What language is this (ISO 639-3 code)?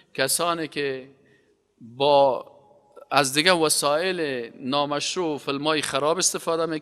fas